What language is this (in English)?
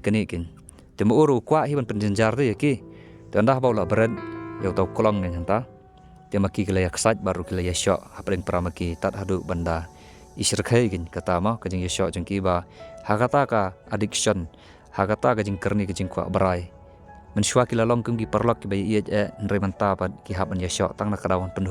Khasi